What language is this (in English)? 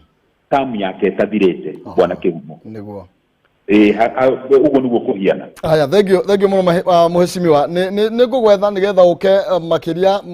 Kikuyu